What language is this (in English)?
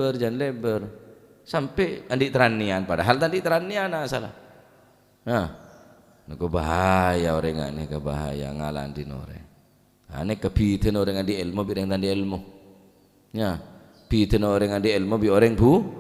Madurese